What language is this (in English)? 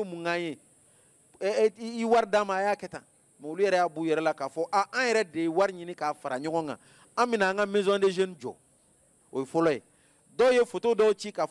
Bambara